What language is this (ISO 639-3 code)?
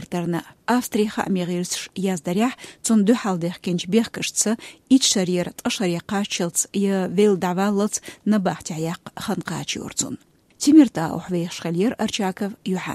che